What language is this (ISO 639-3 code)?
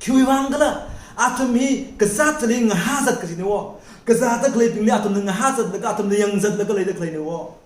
nmf